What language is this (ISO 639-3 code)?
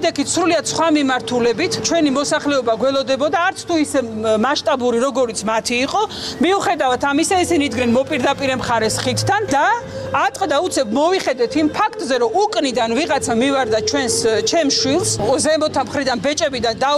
kat